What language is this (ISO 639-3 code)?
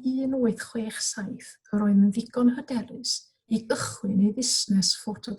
cym